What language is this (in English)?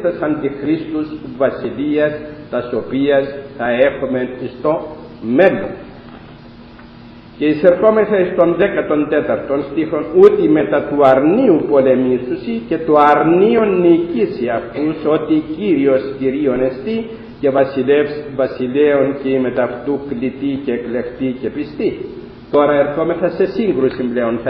Greek